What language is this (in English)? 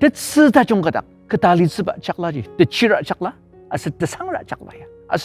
Ao Naga